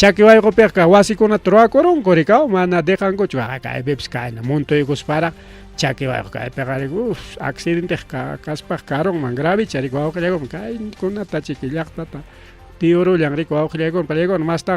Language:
Ayacucho Quechua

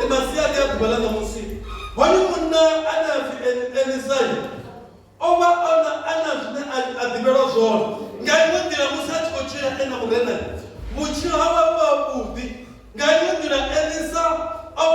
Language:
Venda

